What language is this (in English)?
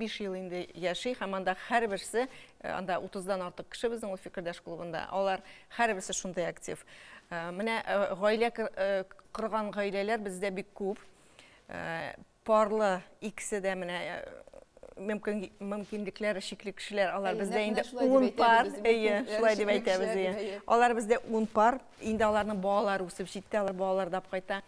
Tatar